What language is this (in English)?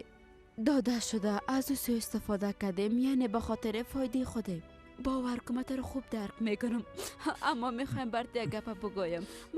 Persian